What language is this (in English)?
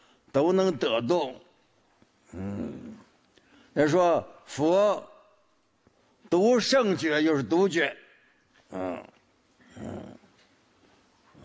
Chinese